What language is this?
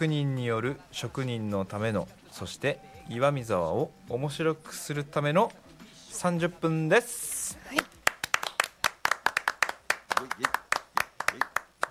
Japanese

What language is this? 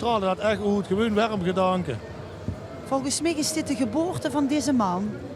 Limburgish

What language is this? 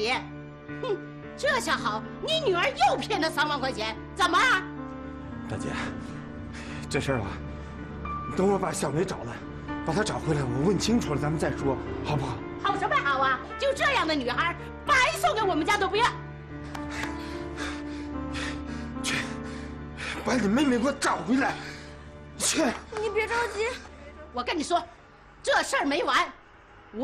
Chinese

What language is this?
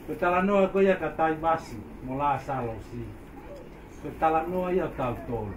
Tongan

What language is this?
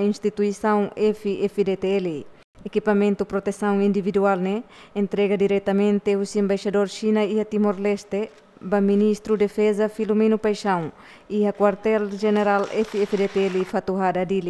Tetum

